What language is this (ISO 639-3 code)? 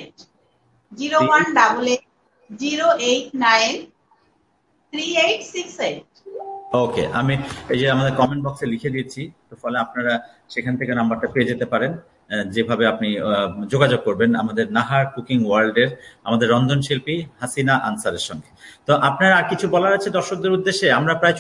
ben